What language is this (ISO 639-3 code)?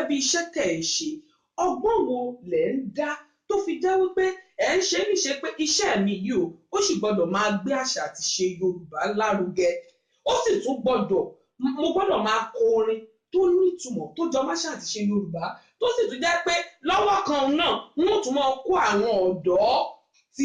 yor